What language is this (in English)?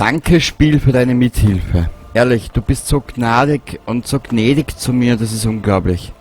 Bavarian